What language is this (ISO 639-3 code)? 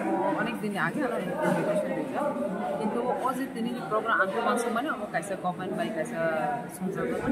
trp